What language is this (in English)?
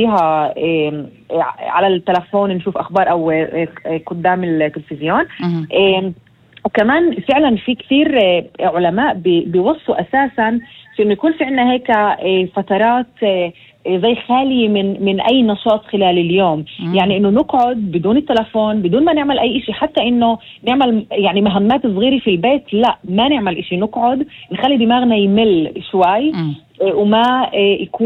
North Levantine Arabic